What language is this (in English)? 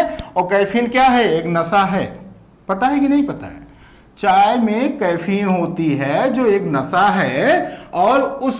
Hindi